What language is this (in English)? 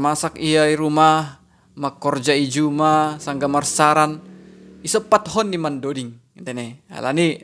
Batak Simalungun